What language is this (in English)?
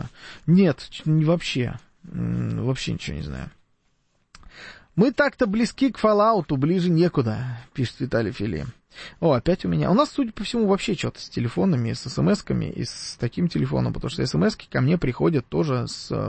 Russian